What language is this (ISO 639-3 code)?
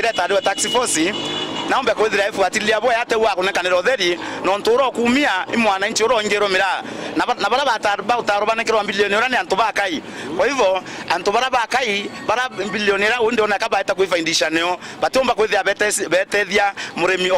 mer